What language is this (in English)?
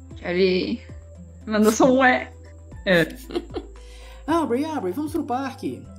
Portuguese